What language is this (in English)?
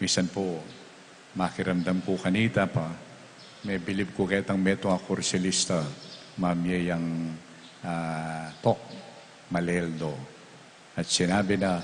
Pampanga